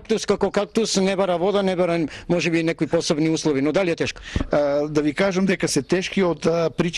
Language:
Macedonian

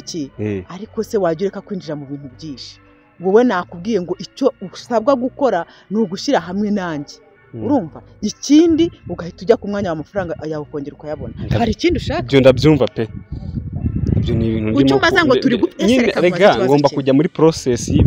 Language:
Kinyarwanda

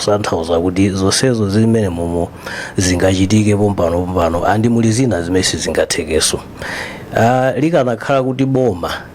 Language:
Nyanja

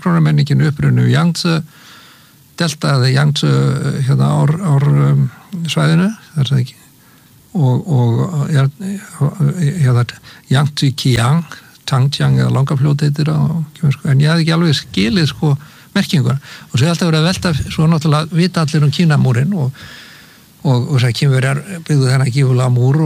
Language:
Icelandic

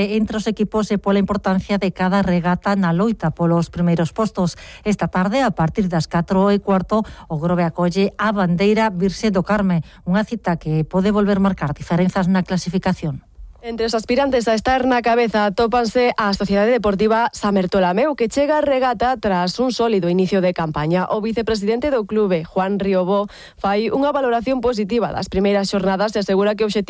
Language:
Galician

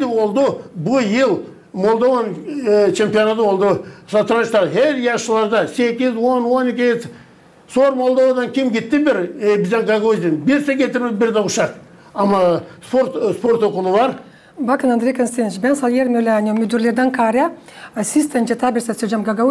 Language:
Gagauz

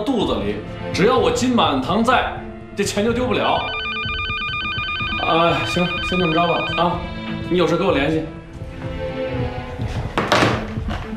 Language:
Chinese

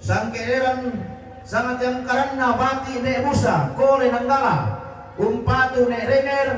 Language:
Toraja-Sa'dan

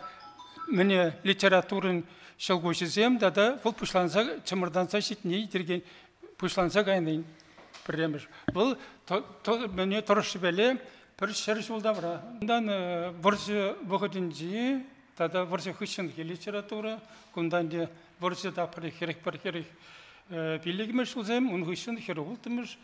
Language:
Chuvash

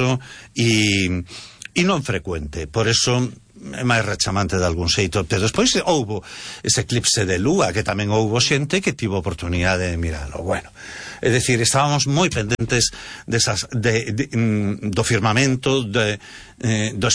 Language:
Galician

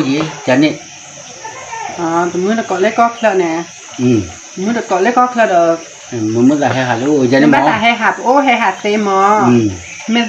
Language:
S'gaw Karen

